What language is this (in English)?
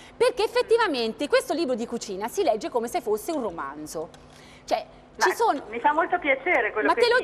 Italian